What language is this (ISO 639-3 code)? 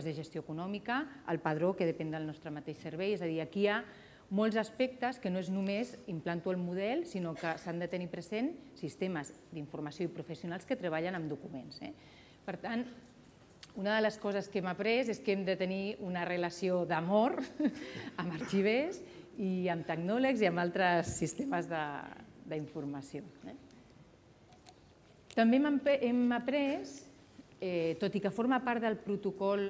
cat